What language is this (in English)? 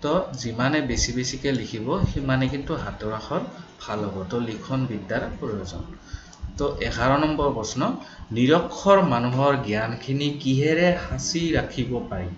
Assamese